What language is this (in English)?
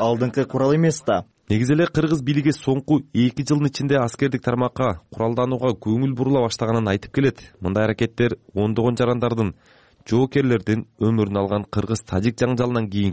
Kyrgyz